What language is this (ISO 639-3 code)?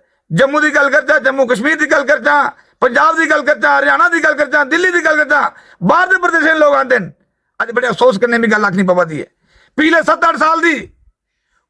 doi